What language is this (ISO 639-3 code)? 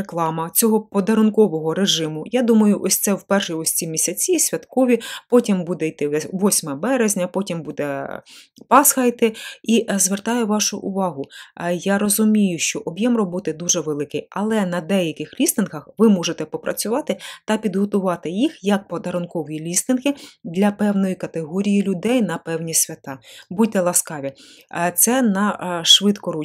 ukr